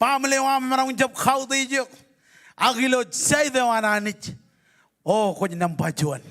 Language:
Marshallese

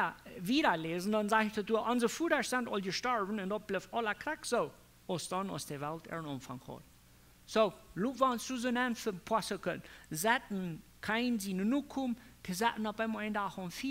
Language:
Plautdietsch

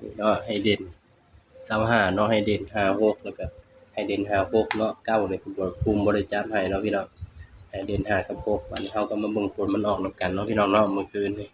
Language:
Northeastern Thai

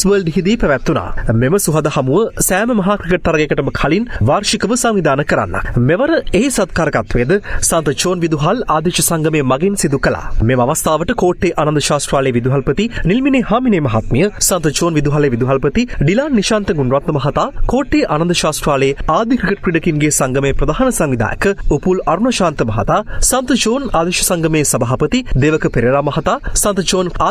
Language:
Sinhala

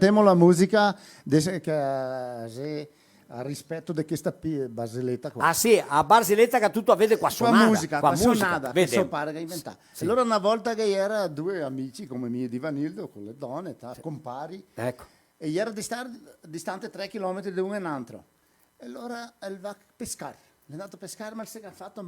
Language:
Venetian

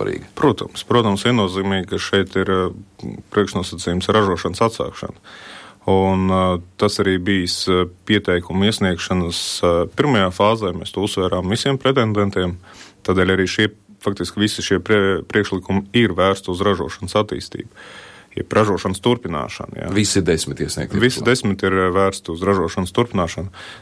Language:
Latvian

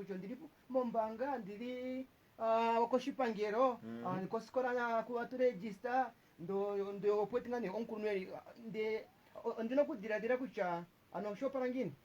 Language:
Kuanyama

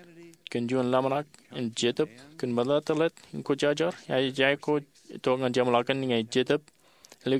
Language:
Marshallese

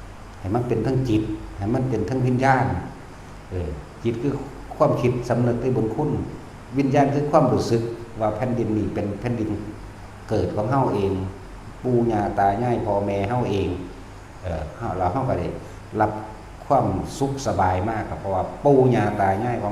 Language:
Northeastern Thai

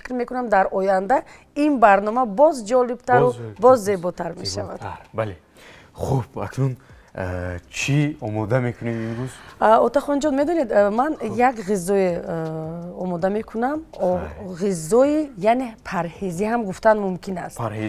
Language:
Tajik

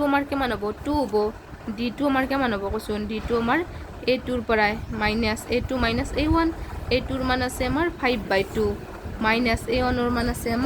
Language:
Assamese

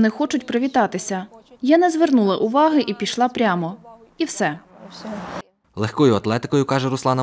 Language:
Ukrainian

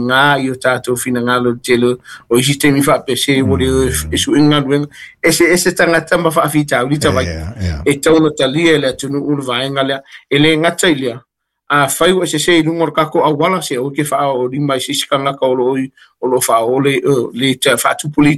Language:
Samoan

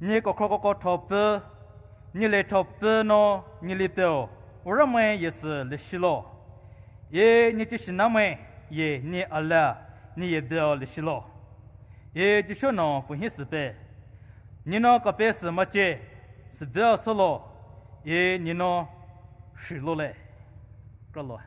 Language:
Poumei Naga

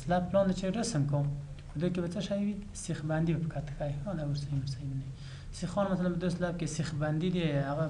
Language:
Pashto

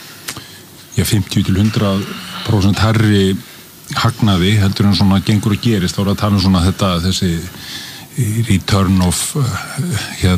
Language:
Icelandic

